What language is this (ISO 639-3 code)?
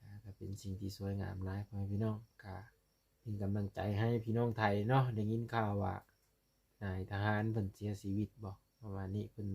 lao